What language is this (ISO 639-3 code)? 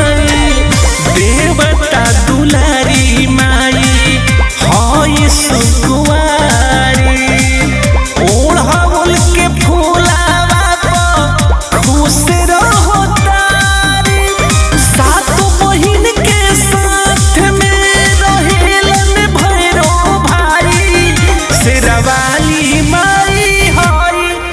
bho